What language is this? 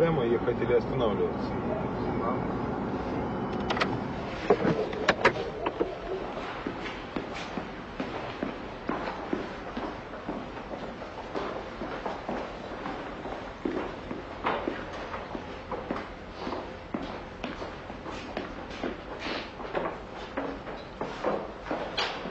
Russian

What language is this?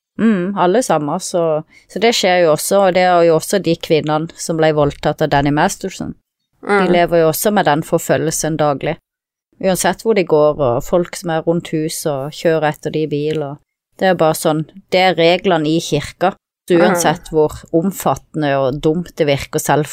Norwegian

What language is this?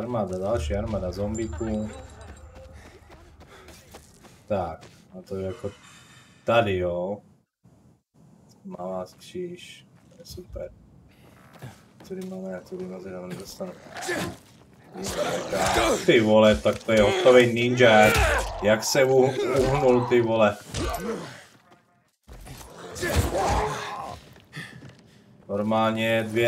Czech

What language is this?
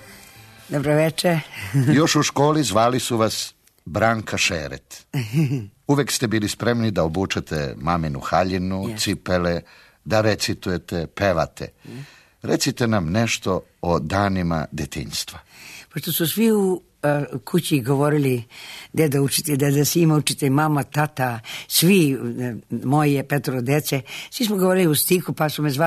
Serbian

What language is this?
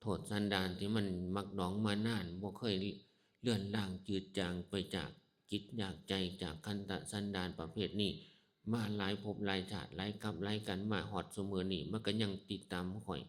Northeastern Thai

